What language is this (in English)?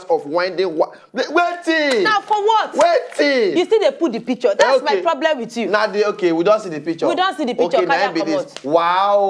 Nigerian Pidgin